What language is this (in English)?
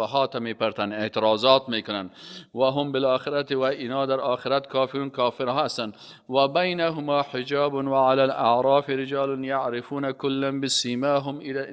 Persian